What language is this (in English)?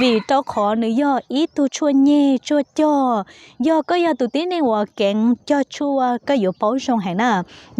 Hmong